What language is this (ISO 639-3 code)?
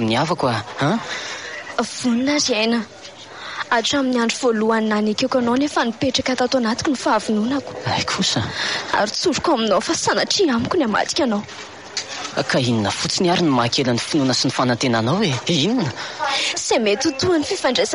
mlg